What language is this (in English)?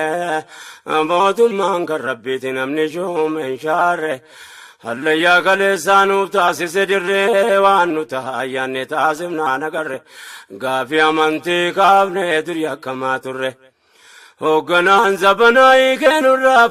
Oromo